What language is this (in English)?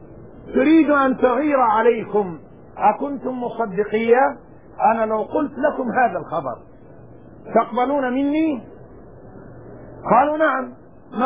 Arabic